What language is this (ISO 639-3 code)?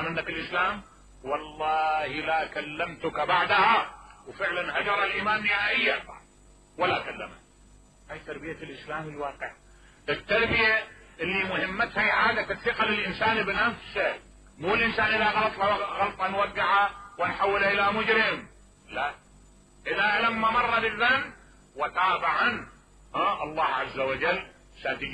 acm